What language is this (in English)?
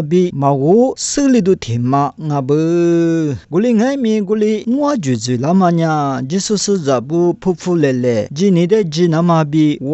Lisu